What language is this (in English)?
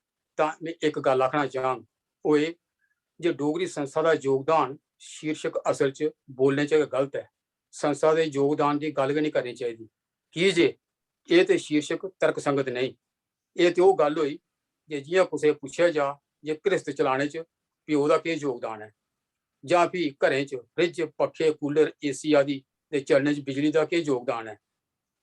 Dogri